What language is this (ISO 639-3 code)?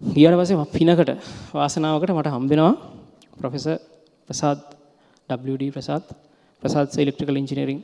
sin